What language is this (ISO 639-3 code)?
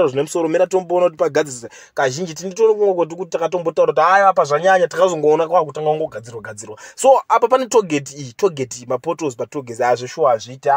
sna